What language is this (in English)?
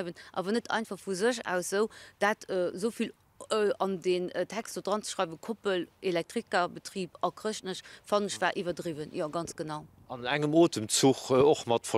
Luxembourgish